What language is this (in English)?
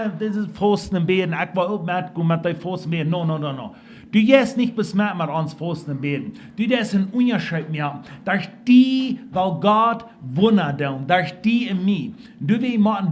Plautdietsch